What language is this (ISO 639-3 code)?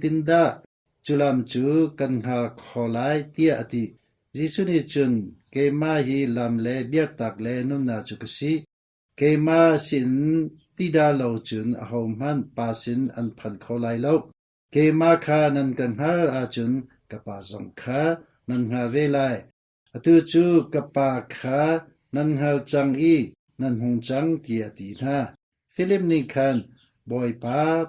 cnh